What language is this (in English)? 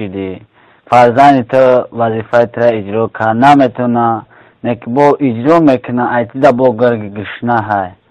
Tajik